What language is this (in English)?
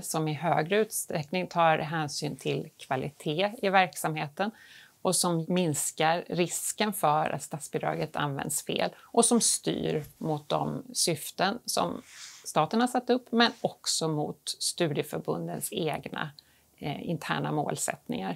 Swedish